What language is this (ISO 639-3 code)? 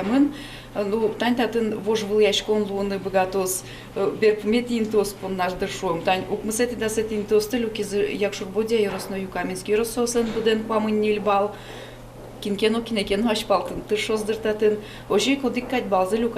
udm